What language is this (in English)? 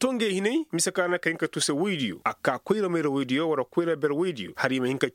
Koyraboro Senni